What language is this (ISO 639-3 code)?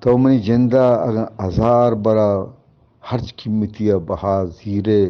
bgp